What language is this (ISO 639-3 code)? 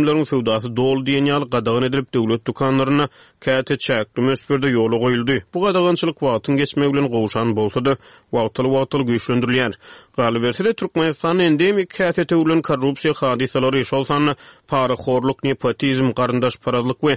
tuk